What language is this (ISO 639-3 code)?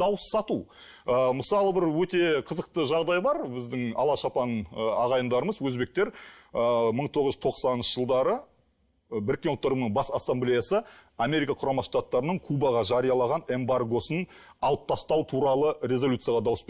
kaz